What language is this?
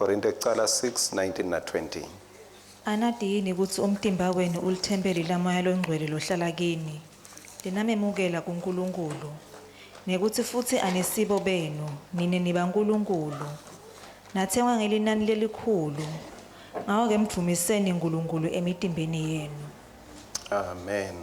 Swati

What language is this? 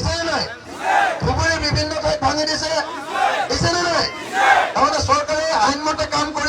Assamese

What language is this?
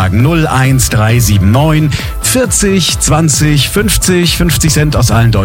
German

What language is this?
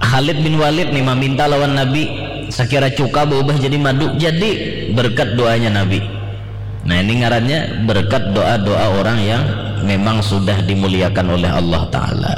Banjar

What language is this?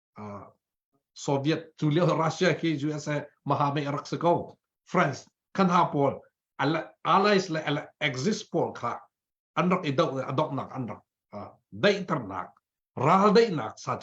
Hakha Chin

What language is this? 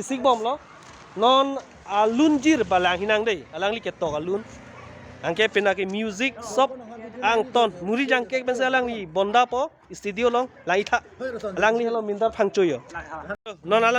Karbi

